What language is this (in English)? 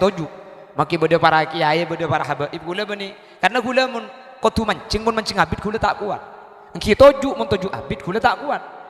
Madurese